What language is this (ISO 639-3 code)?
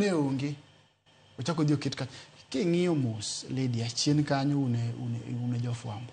luo